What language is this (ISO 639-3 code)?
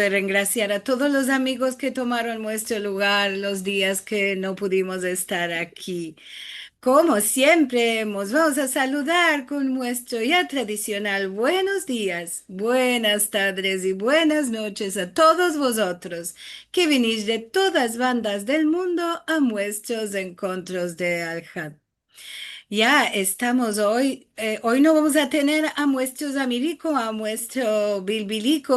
lad